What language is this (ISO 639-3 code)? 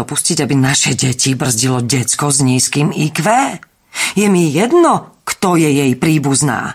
slk